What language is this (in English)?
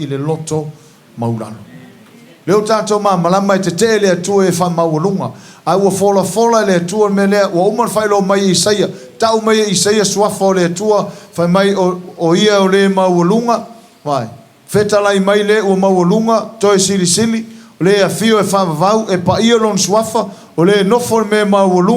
Samoan